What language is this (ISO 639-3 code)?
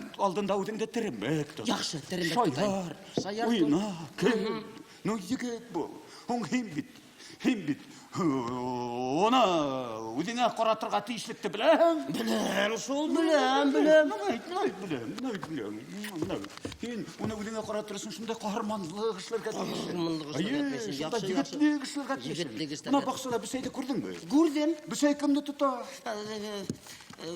bak